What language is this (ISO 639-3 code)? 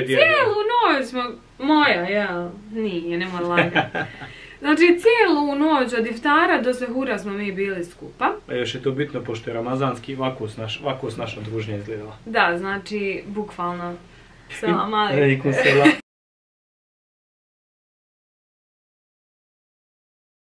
bos